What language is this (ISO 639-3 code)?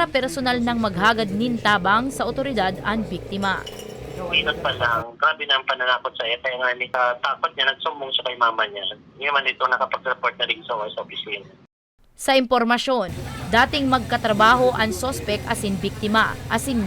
bik